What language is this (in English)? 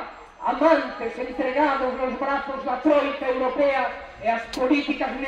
Galician